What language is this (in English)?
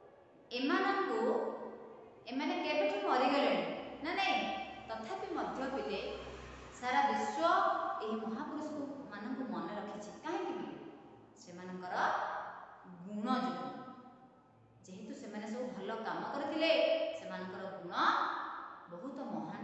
Odia